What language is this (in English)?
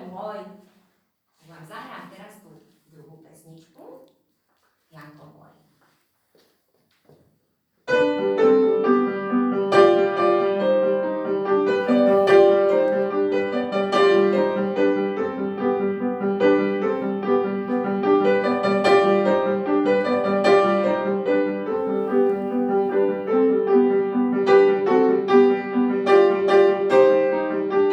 Slovak